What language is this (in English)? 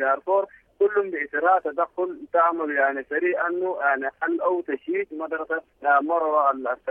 Sudanese Arabic